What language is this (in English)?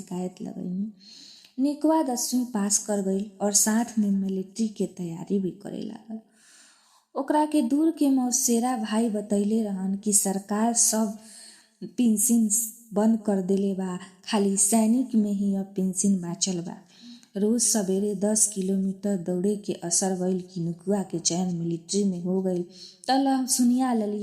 Bhojpuri